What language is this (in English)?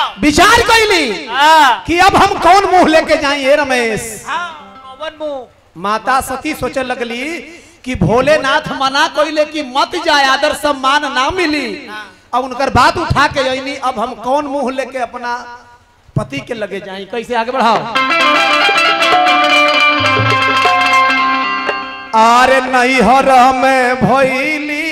Bhojpuri